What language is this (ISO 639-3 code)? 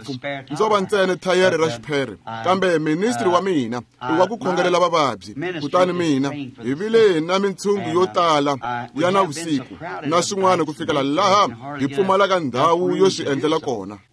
tso